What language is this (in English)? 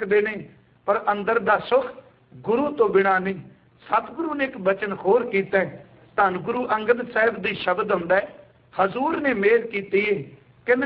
Punjabi